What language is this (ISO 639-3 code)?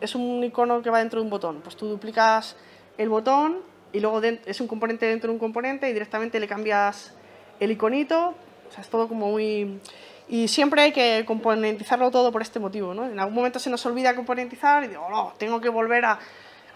spa